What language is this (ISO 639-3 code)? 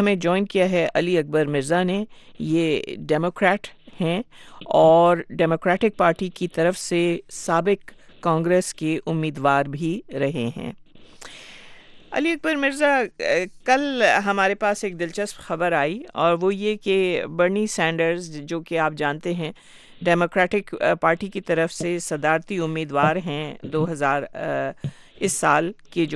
urd